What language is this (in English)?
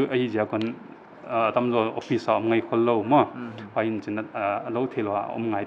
Paite Chin